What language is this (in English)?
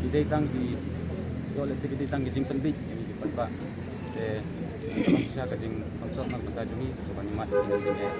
Khasi